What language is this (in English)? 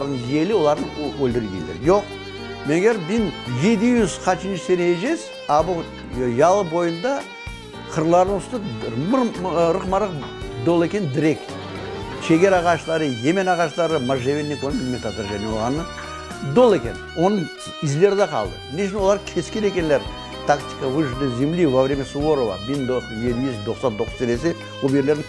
Crimean Tatar